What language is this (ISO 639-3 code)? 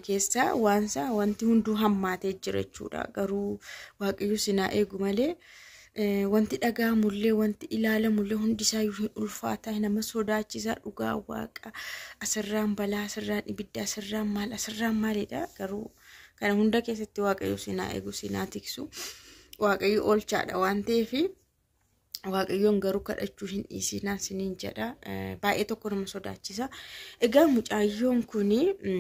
orm